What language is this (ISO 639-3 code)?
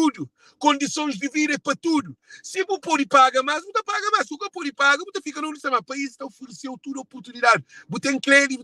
kea